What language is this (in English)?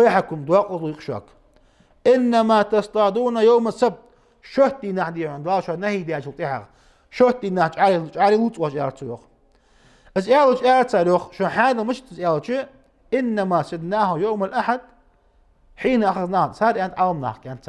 Ingush